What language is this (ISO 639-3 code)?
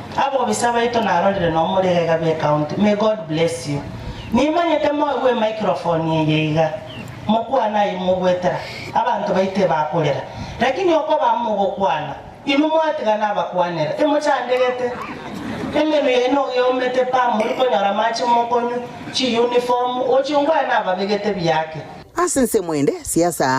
guz